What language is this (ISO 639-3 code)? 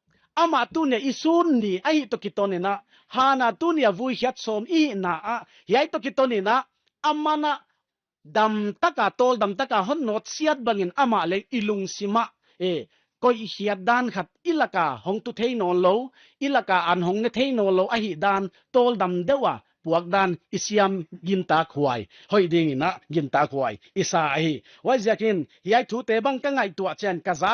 pck